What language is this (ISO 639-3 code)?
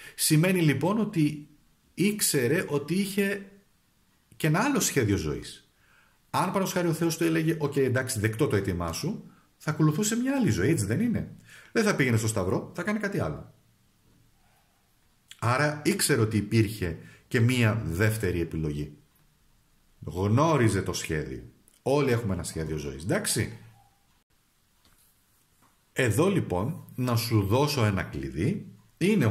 ell